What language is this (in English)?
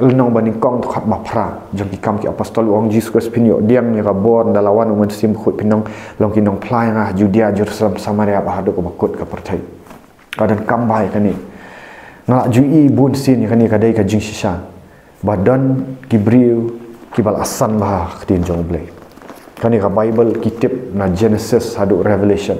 Khasi